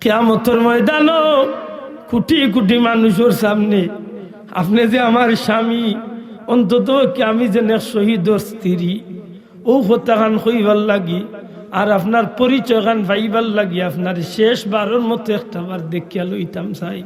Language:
Sylheti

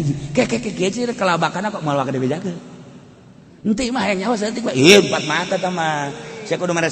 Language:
Sundanese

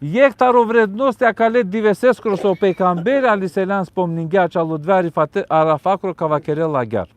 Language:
Balkan Romani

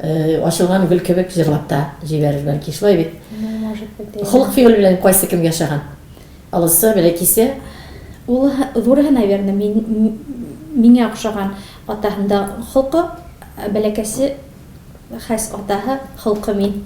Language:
Tatar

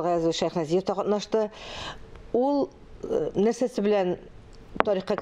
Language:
Tatar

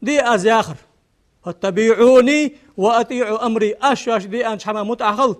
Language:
Ingush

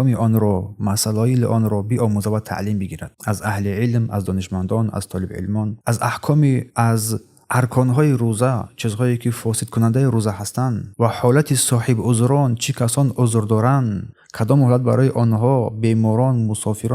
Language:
Tajik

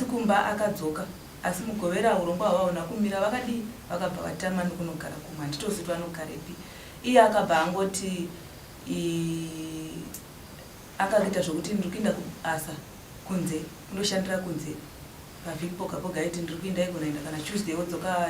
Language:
Shona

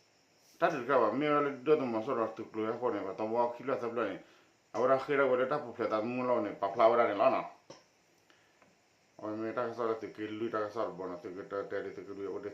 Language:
S'gaw Karen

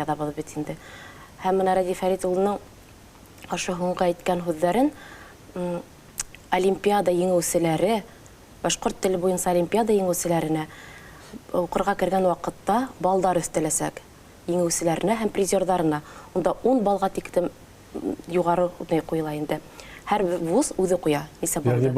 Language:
Bashkir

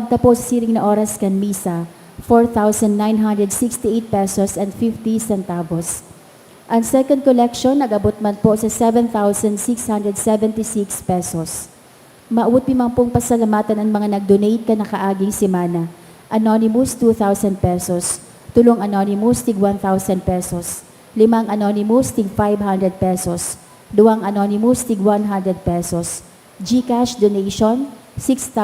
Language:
Bikol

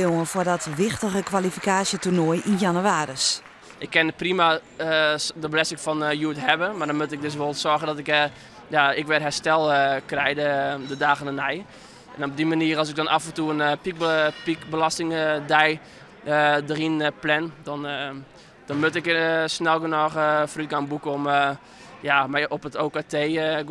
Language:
Western Frisian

